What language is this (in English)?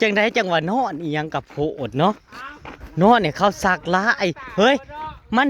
Northeastern Thai